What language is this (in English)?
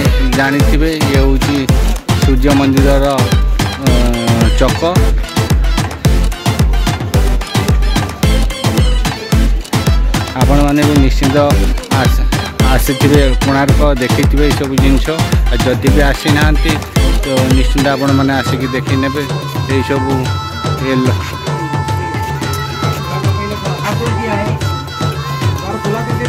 Odia